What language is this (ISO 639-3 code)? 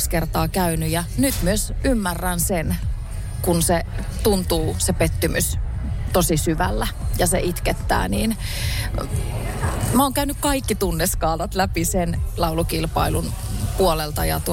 fin